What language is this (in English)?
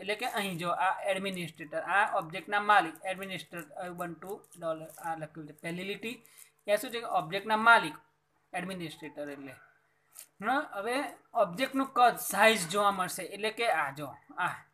Gujarati